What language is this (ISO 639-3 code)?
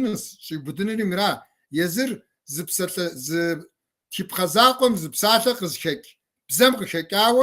kbd